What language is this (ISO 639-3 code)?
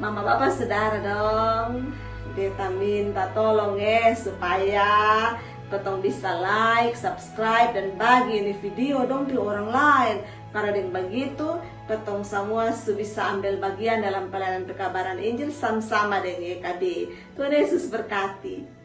mkn